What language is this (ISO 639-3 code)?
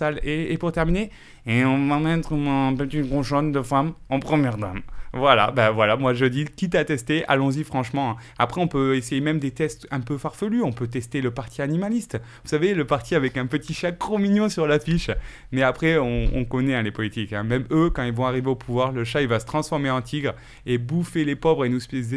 fra